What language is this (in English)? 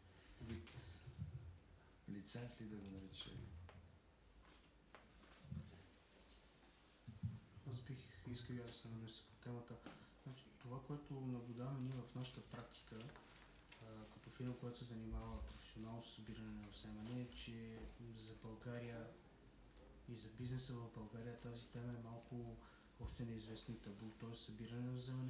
Bulgarian